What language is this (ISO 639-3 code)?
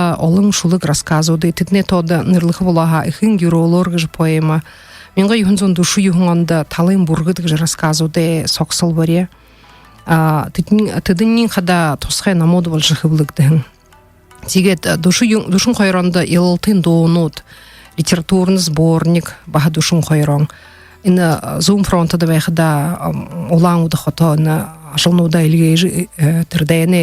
bua